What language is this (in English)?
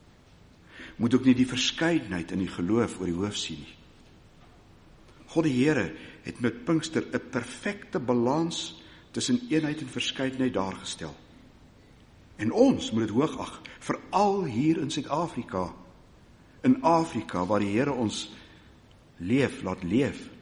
Afrikaans